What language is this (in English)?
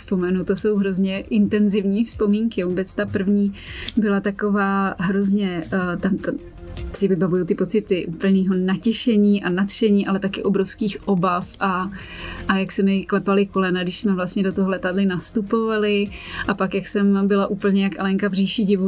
Czech